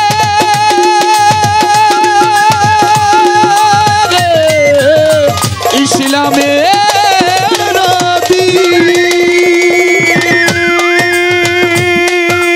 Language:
Bangla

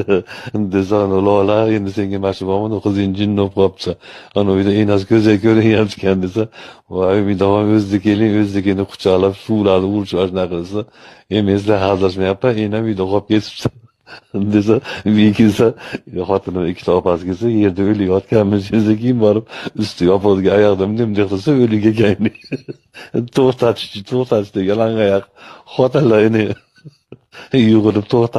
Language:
Uzbek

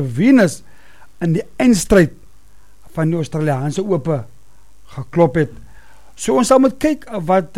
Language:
Afrikaans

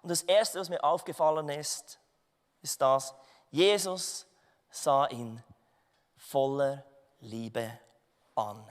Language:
Swiss German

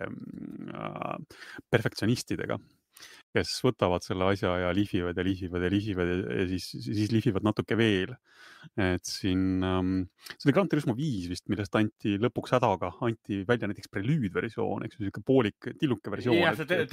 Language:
Estonian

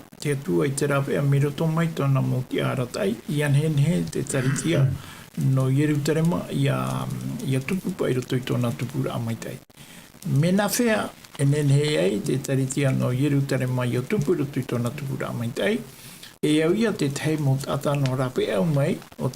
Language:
Tahitian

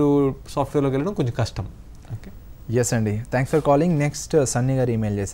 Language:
Telugu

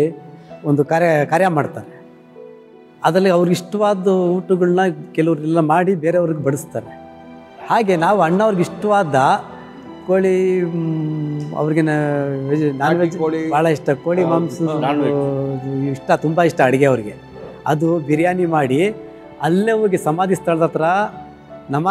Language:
Kannada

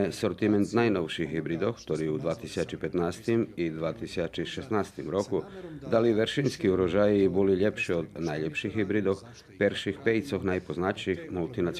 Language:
Rusyn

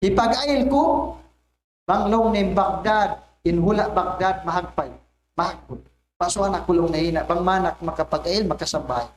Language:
Tausug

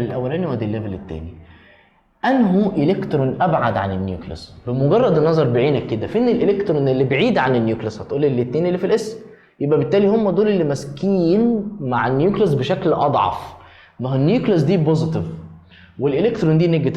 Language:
Egyptian Arabic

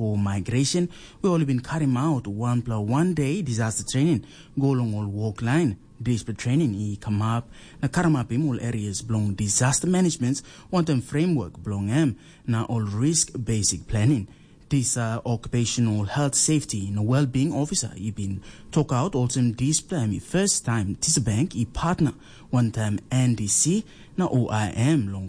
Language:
Tok Pisin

